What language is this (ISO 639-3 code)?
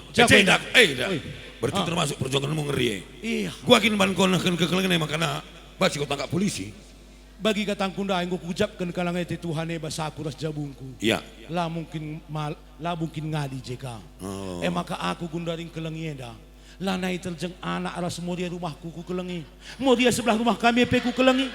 btx